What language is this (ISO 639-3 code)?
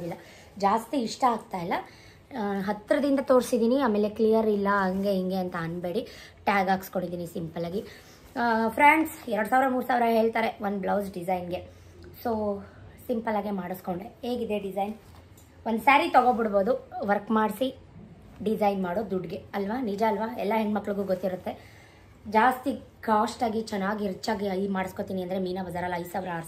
kan